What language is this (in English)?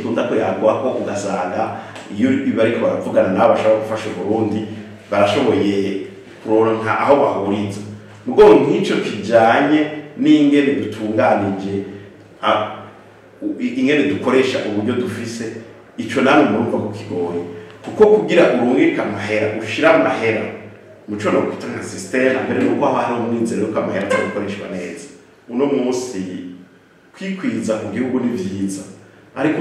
Rundi